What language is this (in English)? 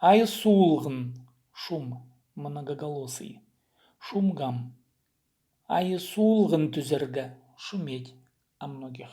Khakas